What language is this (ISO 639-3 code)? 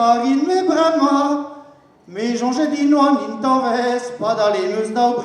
bre